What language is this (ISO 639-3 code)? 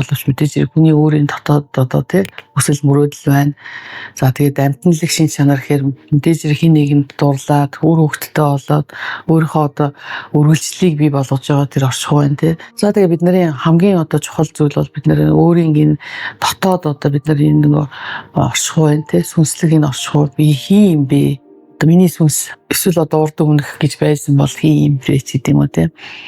mon